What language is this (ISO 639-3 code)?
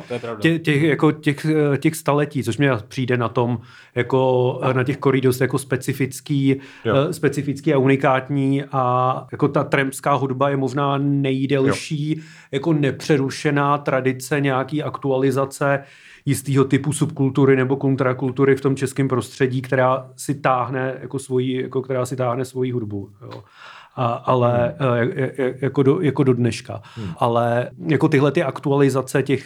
ces